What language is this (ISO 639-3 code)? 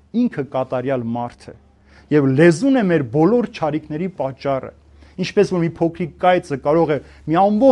hye